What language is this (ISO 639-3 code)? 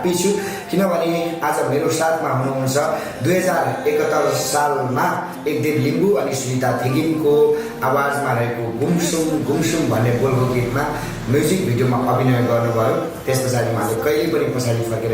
nep